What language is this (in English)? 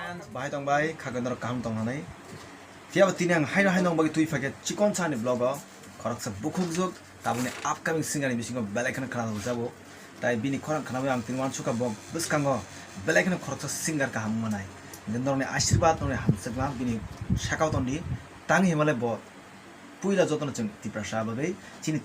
Kok Borok